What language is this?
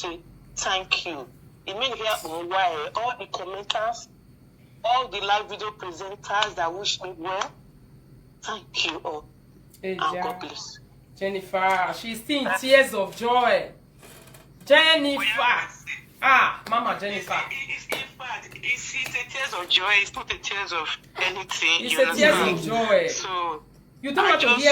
Nigerian Pidgin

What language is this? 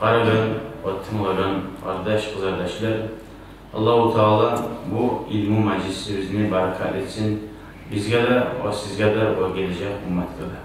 Kumyk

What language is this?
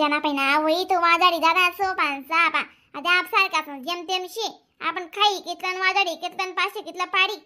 Khandesi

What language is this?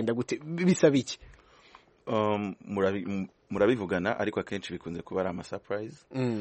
Kinyarwanda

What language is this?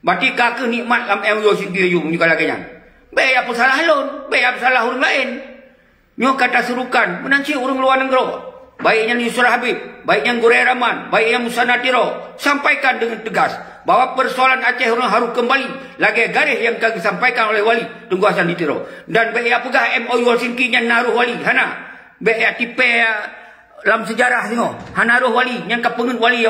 Achinese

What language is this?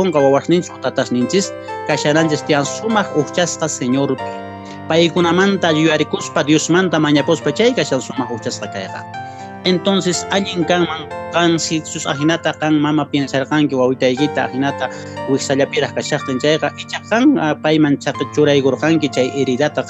Quechua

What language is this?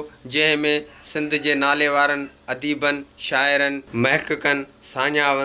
Sindhi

